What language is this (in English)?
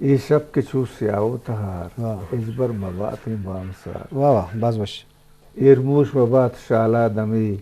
Eastern Balochi